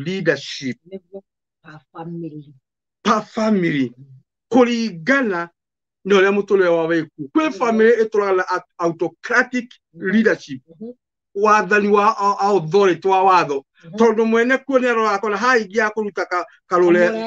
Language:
Kikuyu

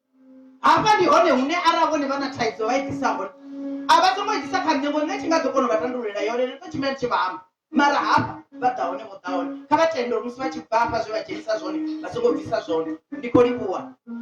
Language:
Venda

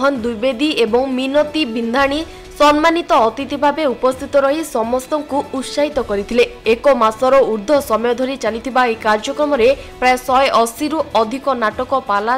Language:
Odia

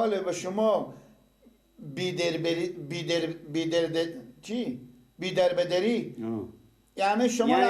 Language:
Persian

